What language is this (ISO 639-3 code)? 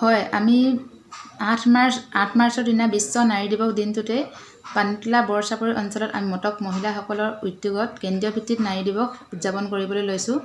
asm